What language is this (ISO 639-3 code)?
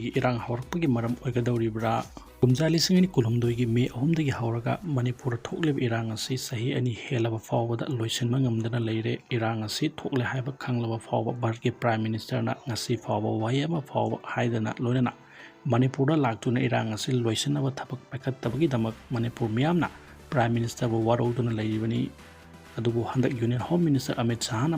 mni